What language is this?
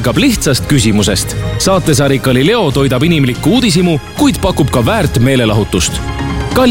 Estonian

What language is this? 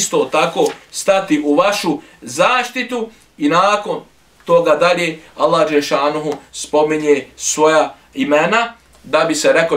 Bosnian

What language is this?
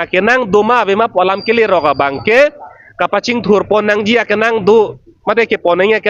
Karbi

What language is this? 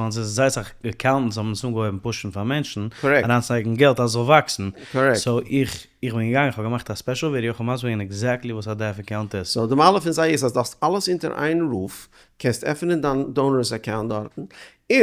Yiddish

